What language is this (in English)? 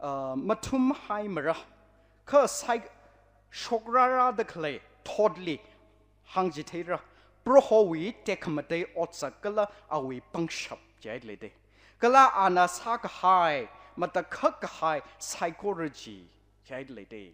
Tangkhul Naga (India)